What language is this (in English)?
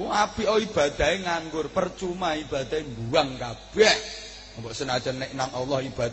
Javanese